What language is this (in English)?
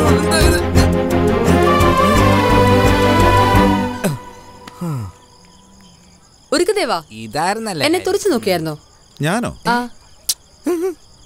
Malayalam